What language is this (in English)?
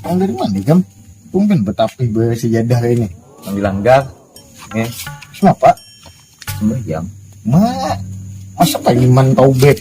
Banjar